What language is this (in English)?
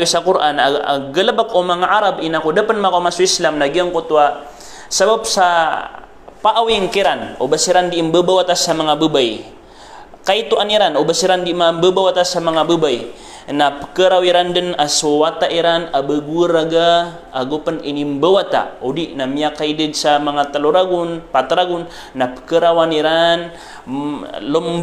Maranao